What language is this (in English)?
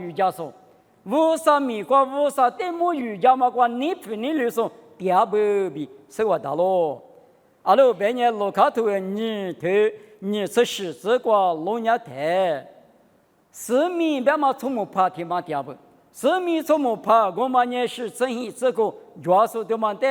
Lisu